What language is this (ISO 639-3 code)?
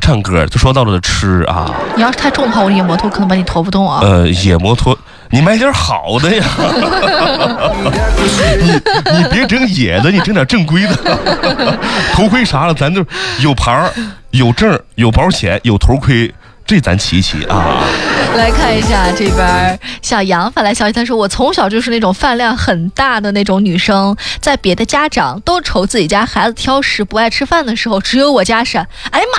zho